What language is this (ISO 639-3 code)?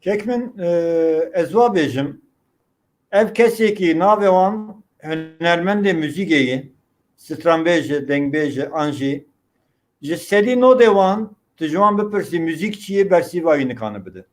kur